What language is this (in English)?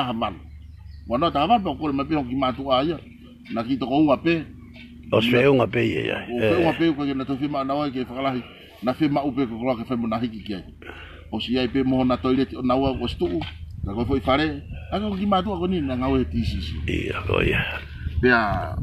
Tongan